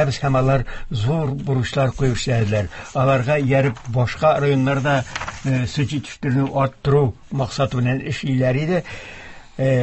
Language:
Tatar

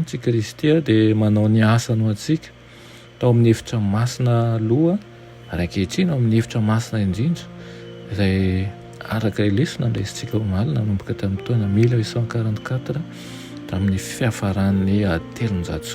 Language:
Malagasy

